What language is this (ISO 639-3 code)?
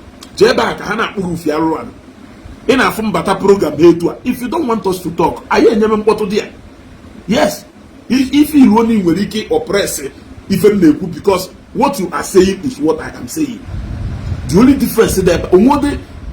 ibo